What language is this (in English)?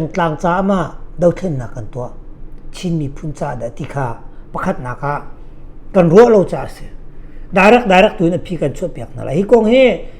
Hakha Chin